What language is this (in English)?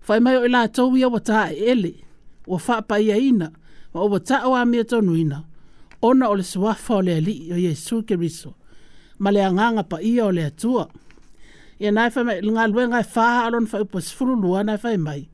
Samoan